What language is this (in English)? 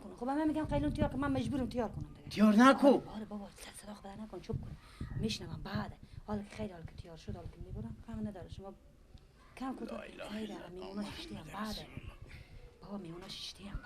Persian